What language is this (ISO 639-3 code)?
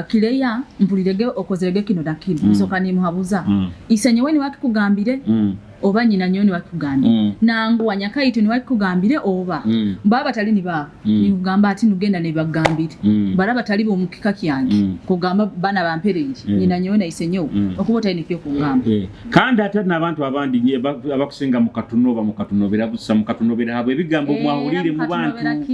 nyo